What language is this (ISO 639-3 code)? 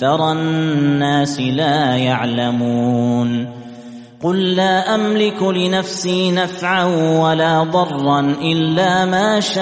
ara